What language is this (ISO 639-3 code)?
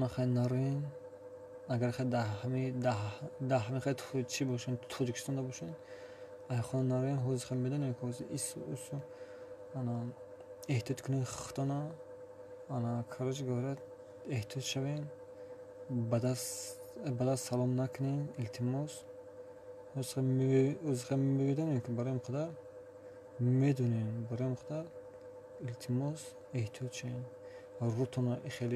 tgk